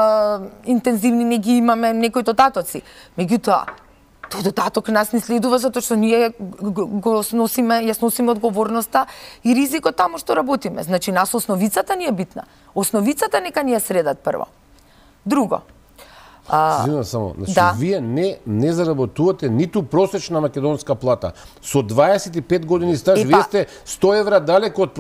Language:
Macedonian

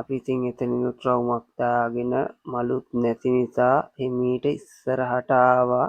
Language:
Sinhala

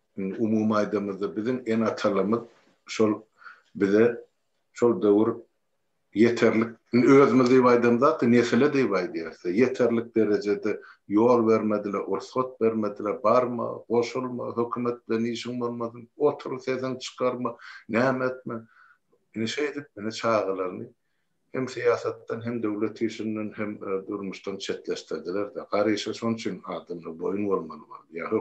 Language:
Turkmen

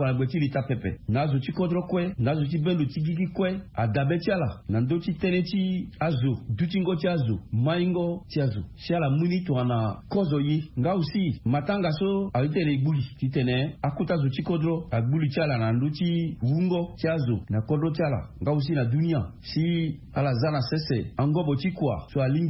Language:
Sango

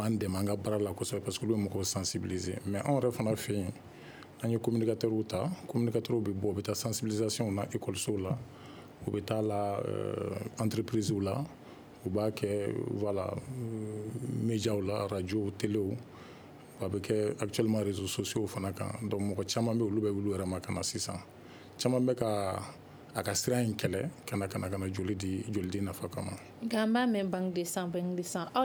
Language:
Bambara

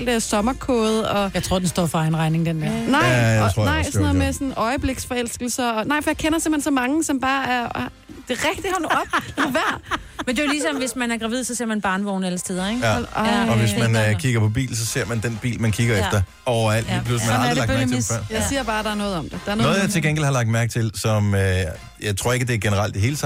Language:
Danish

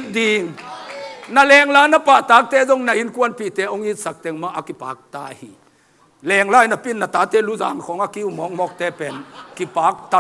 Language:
Tedim Chin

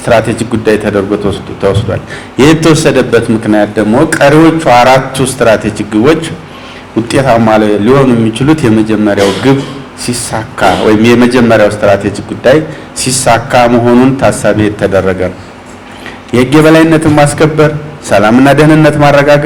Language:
Amharic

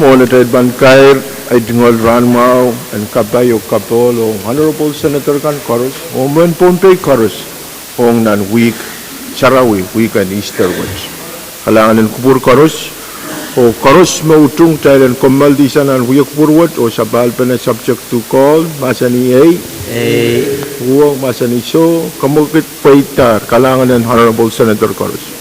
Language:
Pohnpeian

